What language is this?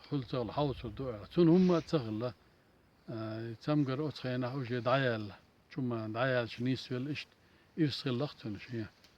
Chechen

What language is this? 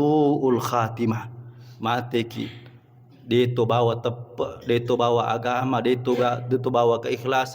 Buginese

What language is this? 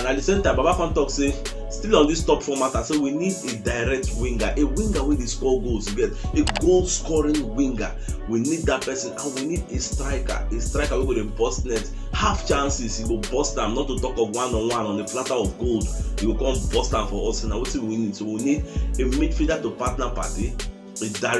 Nigerian Pidgin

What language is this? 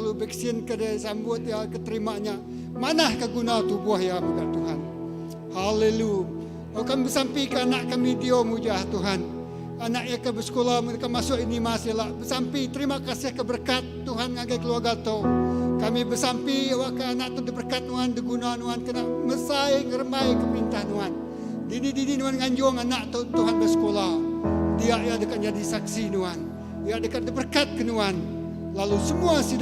Iban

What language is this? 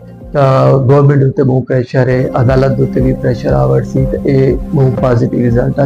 Saraiki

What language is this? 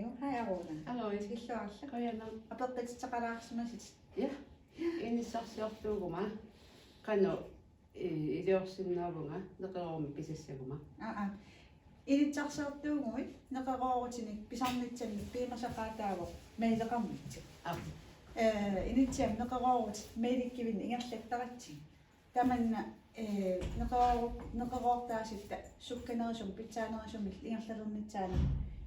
Kalaallisut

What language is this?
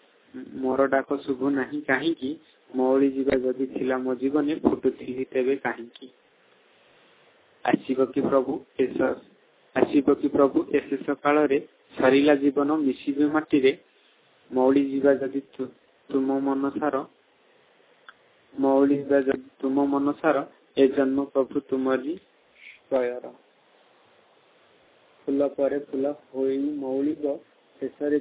Odia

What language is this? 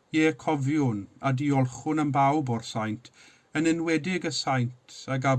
Welsh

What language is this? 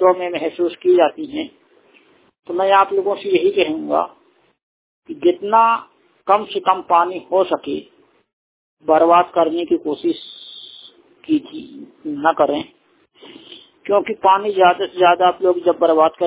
Hindi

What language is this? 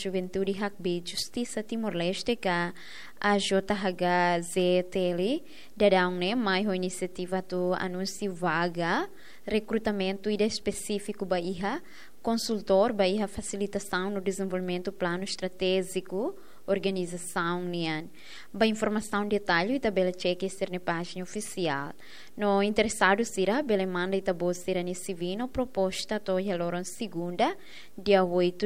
Tetum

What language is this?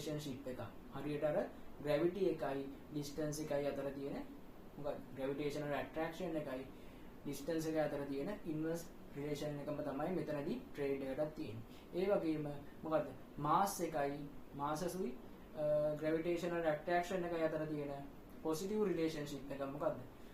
Sinhala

